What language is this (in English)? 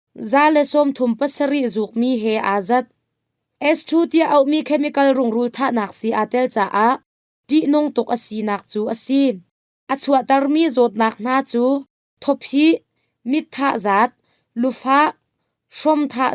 Hakha Chin